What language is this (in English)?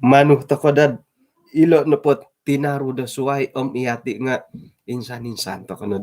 Central Dusun